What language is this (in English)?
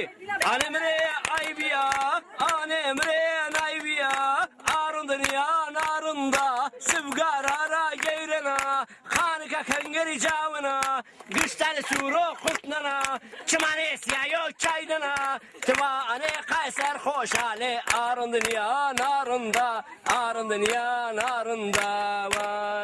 Zaza